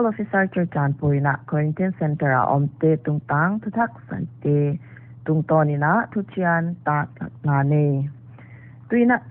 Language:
Paite Chin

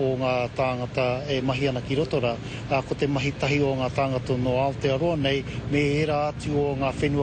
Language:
Māori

